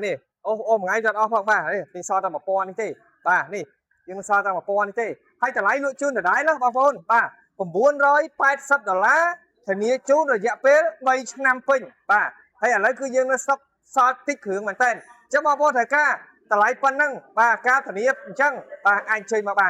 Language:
Khmer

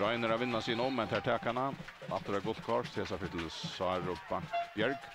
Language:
Faroese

